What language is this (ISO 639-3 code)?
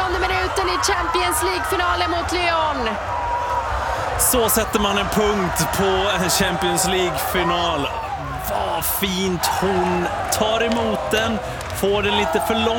swe